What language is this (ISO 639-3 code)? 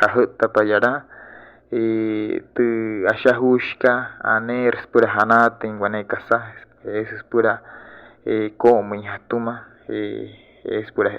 guc